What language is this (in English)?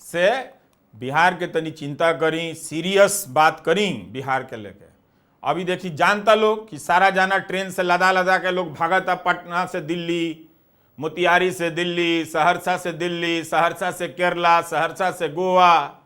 Bhojpuri